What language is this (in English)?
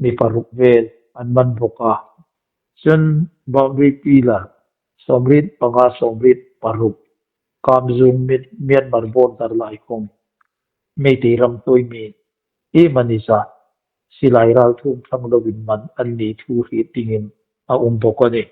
Hmar